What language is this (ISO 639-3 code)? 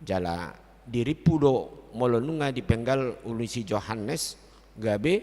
bbc